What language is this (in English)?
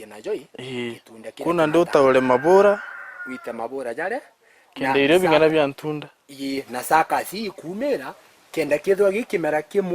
Meru